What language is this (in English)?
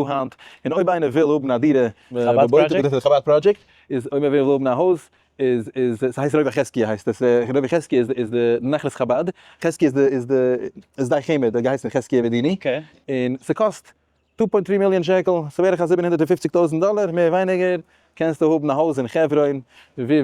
Yiddish